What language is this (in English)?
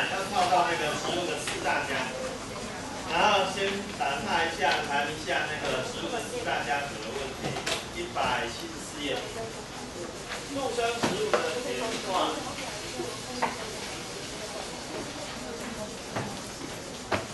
Chinese